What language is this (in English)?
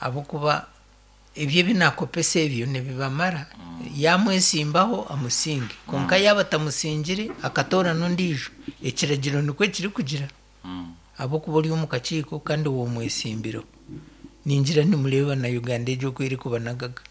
Nyankole